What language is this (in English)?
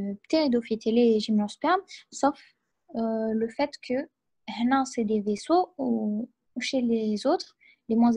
French